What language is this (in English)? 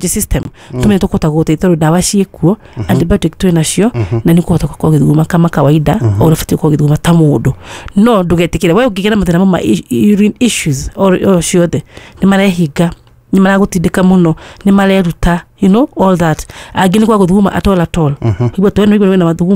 Kikuyu